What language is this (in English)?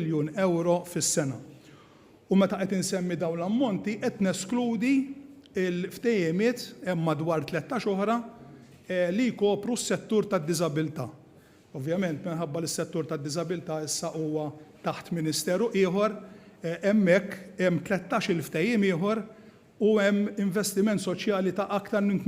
Maltese